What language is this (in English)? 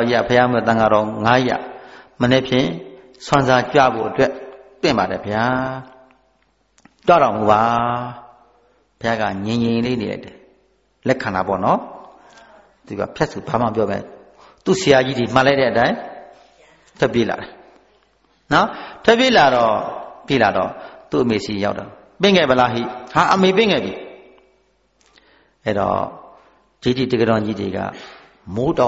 Burmese